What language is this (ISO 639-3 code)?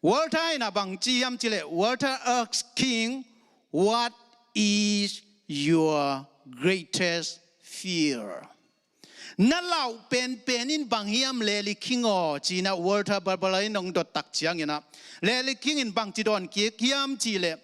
ctd